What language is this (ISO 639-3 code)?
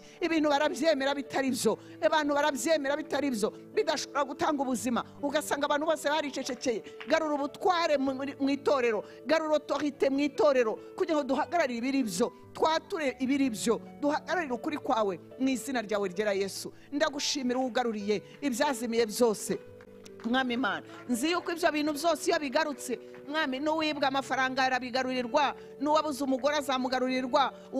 kin